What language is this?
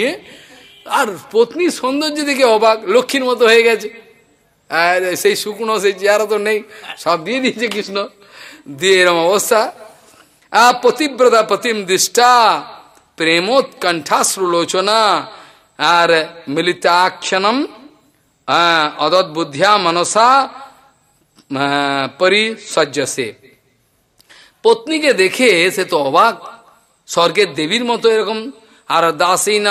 Bangla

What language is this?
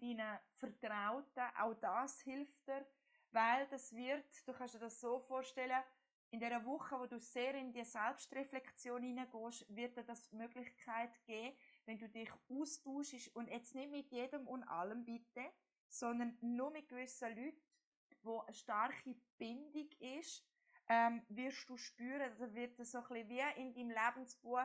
Swiss German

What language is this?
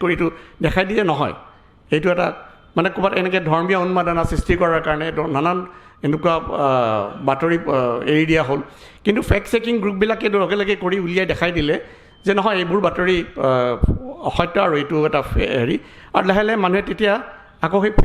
Assamese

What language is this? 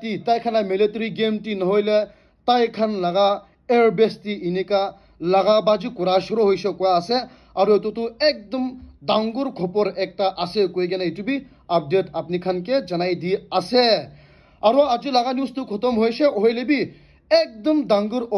Naga Pidgin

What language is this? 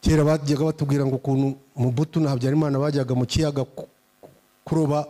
Kinyarwanda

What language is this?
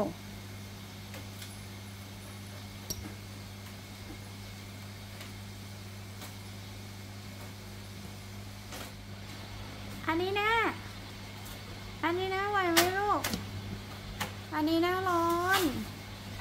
Thai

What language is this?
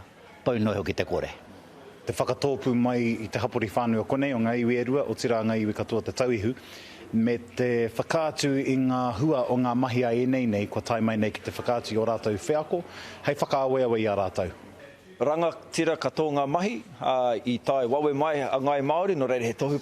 Māori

